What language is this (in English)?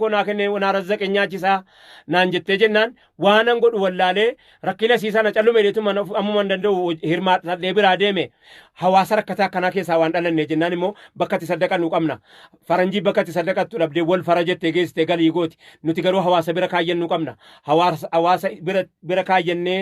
Oromo